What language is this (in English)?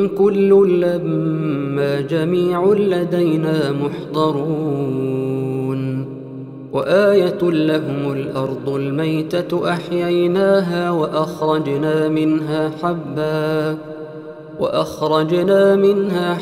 Arabic